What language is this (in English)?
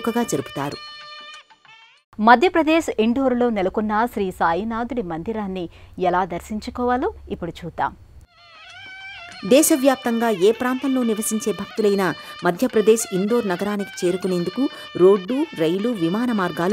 Telugu